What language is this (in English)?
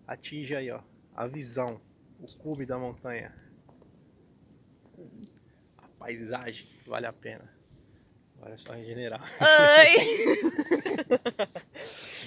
Portuguese